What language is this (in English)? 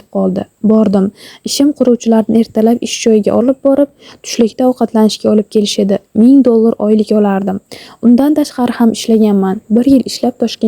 Uzbek